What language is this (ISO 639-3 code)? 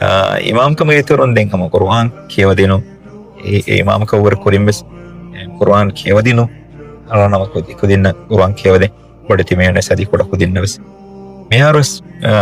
div